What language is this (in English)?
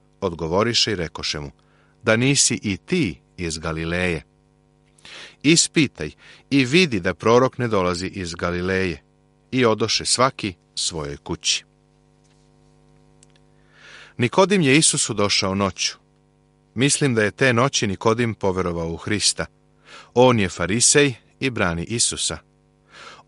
Serbian